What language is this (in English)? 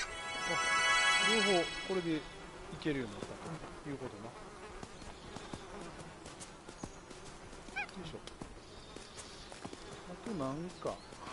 Japanese